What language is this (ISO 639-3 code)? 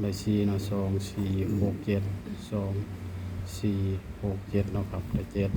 tts